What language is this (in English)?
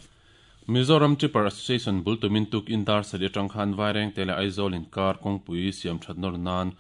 Mizo